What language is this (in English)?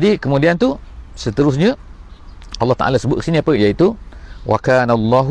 Malay